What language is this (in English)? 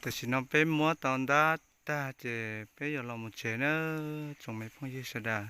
Hmong